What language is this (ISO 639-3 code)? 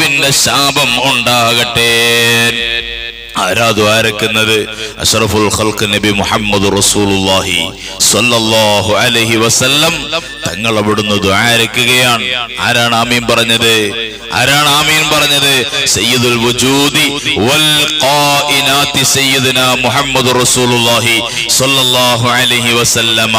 mal